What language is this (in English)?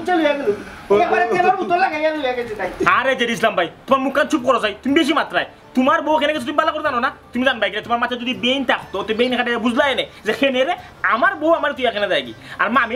Sylheti